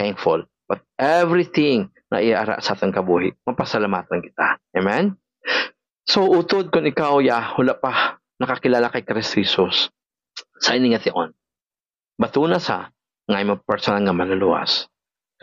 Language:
Hiligaynon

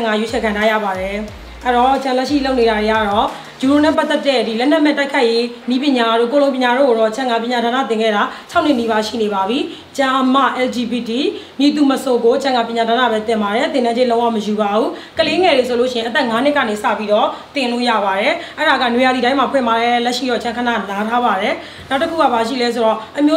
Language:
Burmese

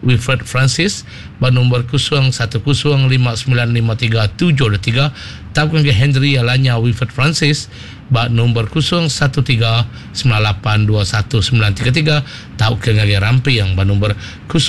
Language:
Iban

